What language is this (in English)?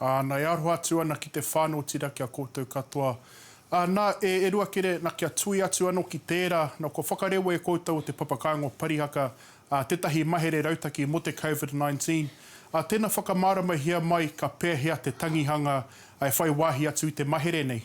Māori